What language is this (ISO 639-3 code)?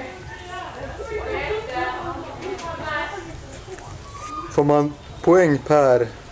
swe